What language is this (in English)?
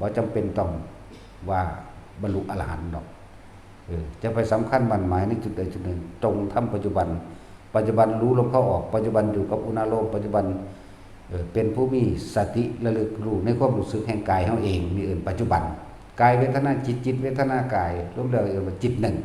Northeastern Thai